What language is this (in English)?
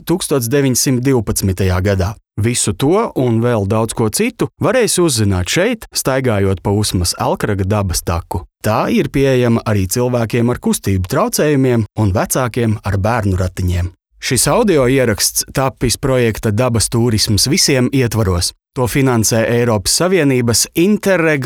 Latvian